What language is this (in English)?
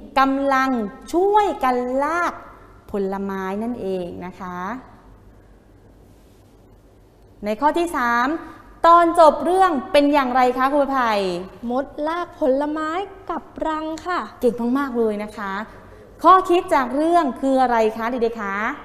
Thai